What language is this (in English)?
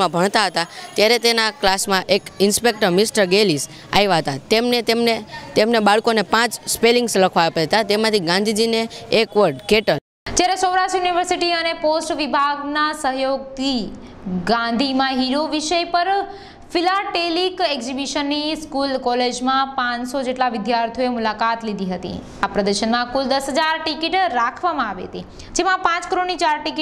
Gujarati